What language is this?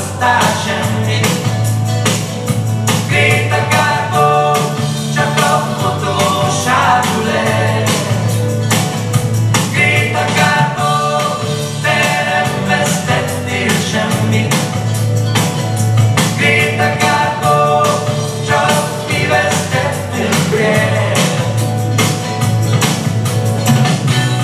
Hungarian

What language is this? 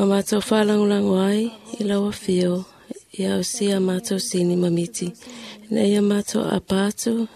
Samoan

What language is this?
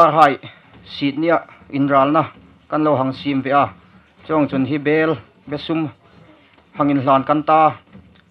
Hmar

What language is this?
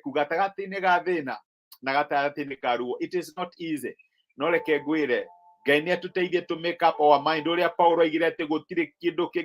Kikuyu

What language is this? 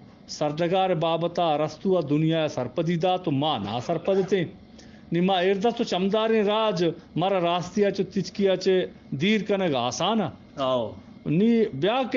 Eastern Balochi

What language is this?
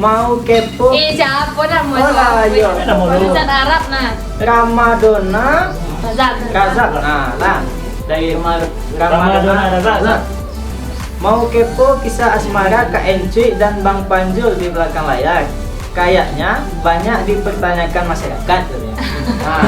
Minangkabau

